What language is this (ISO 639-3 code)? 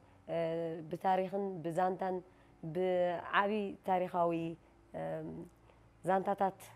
tir